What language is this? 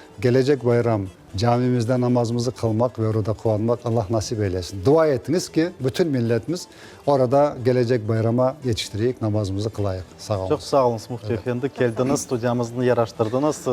Crimean Tatar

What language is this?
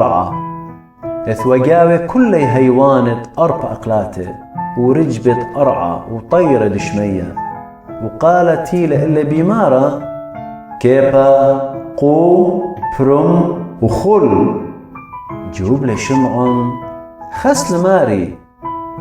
Assyrian Neo-Aramaic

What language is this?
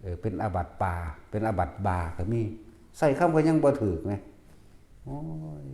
Northeastern Thai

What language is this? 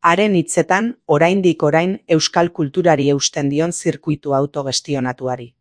Basque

